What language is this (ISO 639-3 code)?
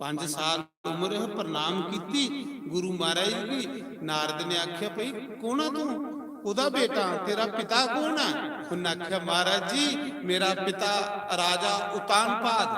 doi